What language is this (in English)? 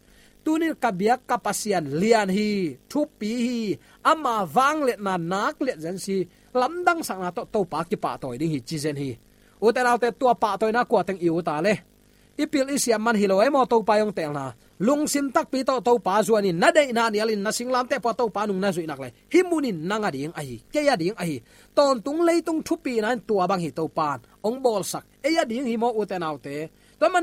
Tedim Chin